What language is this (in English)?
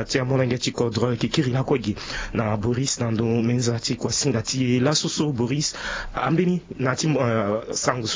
Sango